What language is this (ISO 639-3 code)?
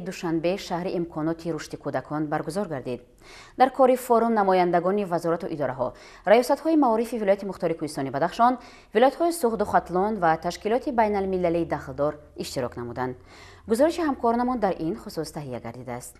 tgk